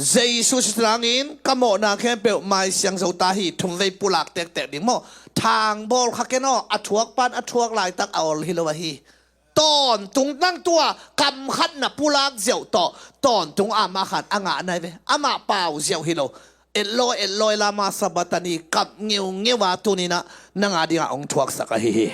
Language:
Tedim Chin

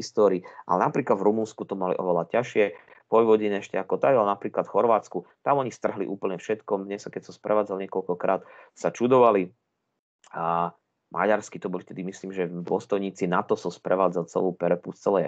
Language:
Slovak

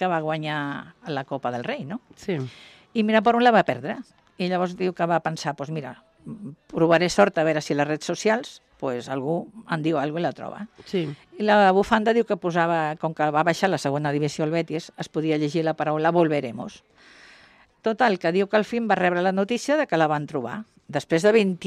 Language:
Catalan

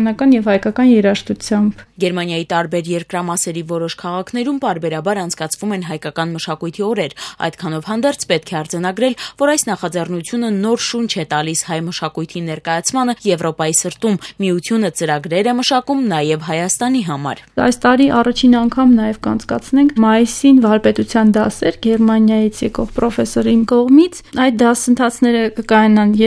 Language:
Armenian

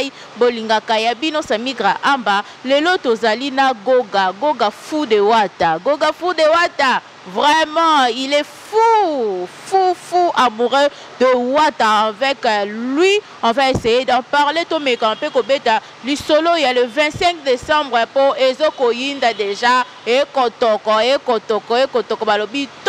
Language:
Lingala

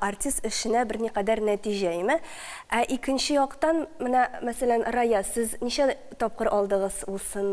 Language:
Tatar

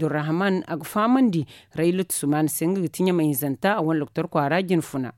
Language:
Zarma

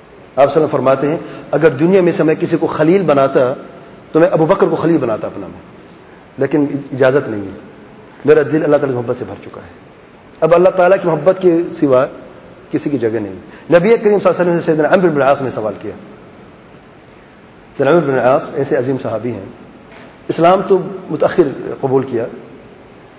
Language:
Urdu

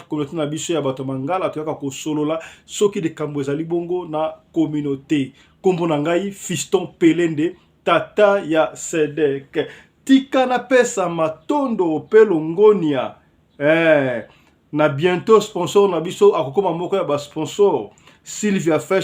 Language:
Lingala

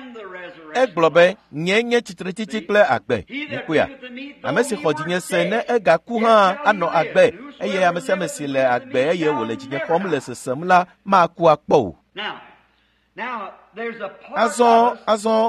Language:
Ewe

